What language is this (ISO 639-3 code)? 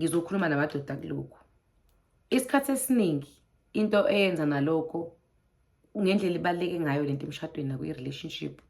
zul